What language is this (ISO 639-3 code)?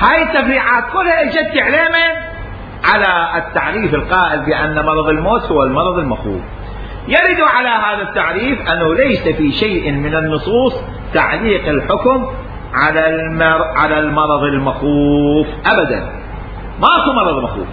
acm